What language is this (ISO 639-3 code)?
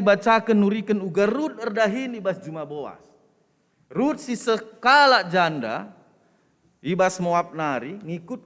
btx